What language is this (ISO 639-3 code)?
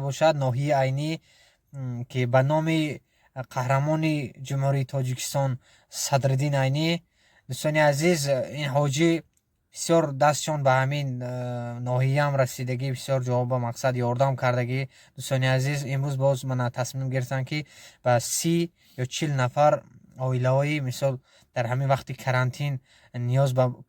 tgk